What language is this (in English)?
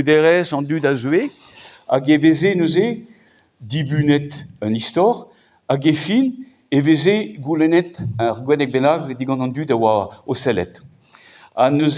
Breton